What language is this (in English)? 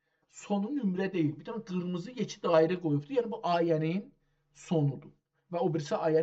South Azerbaijani